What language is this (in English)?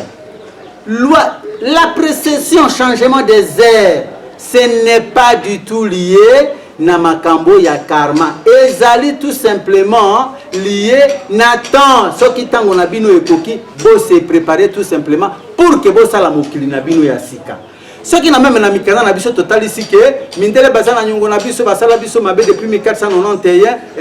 Lingala